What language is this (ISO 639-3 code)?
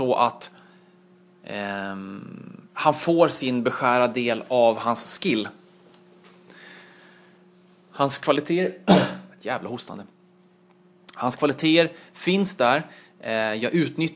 swe